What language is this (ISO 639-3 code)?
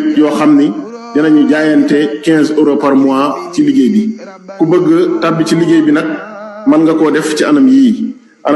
wol